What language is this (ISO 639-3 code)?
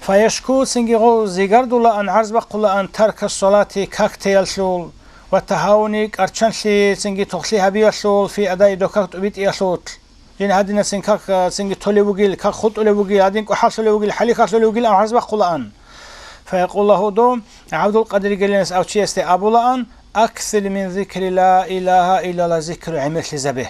ava